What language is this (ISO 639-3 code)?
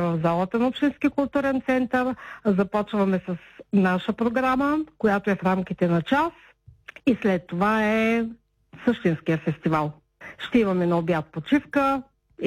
bul